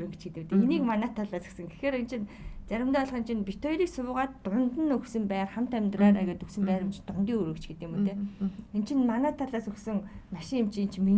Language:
Mongolian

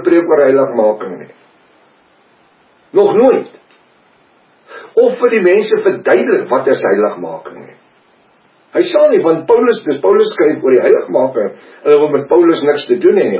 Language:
Afrikaans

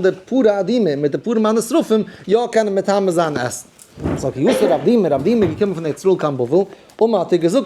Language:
Yiddish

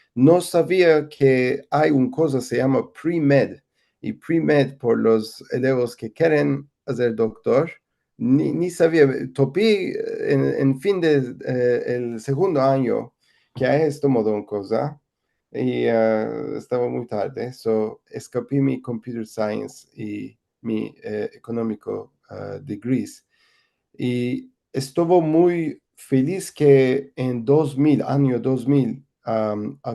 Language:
Ladino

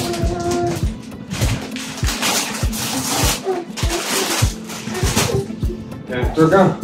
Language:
Croatian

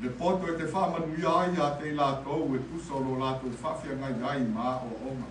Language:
Samoan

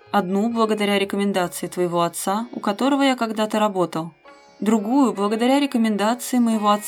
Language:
Russian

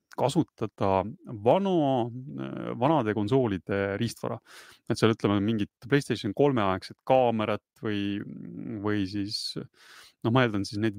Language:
Estonian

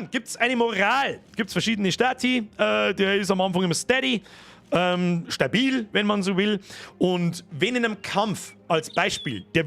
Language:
Bavarian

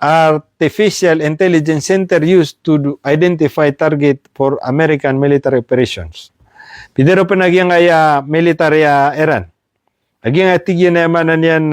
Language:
Maranao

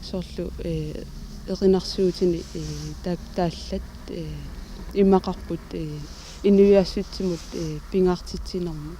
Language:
Kalaallisut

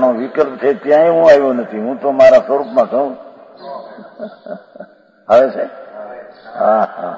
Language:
Gujarati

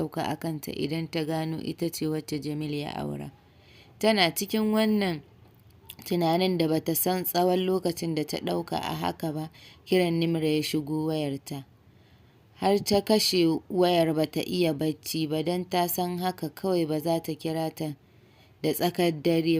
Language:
Hausa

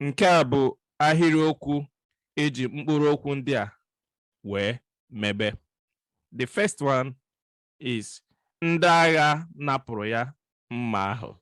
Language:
Igbo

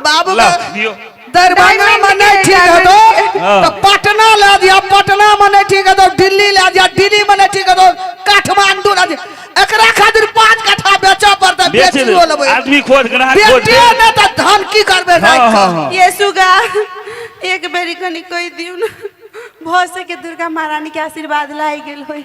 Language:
Maithili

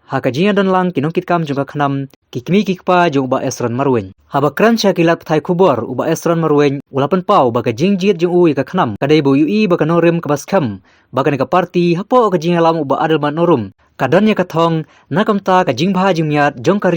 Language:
Khasi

